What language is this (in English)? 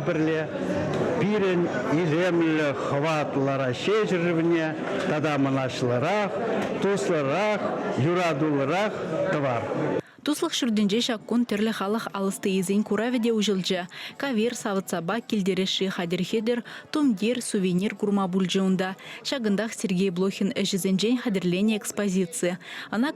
Chuvash